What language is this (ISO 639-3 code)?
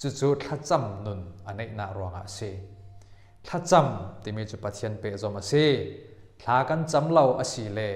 cfm